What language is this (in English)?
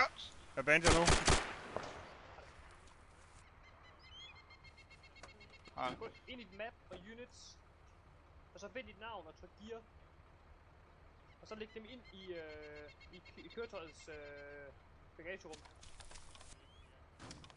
Danish